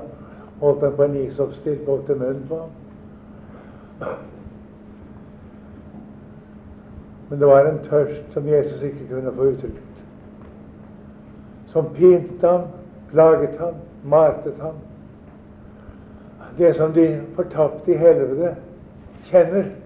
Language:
Norwegian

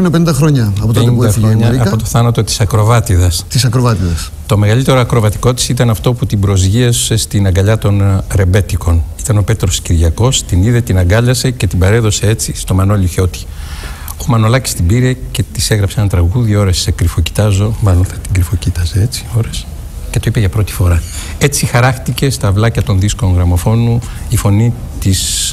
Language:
Greek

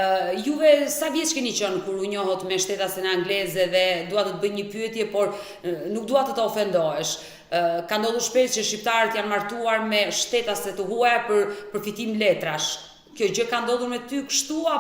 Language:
Albanian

